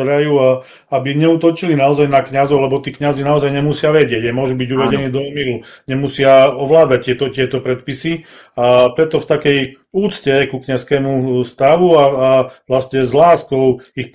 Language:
Slovak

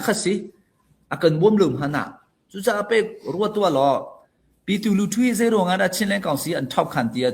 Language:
Hakha Chin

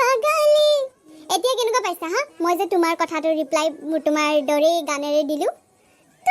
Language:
Assamese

